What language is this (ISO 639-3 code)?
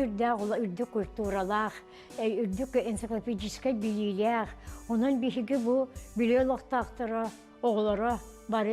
sah